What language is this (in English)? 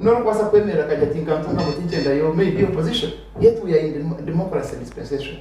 Nyankole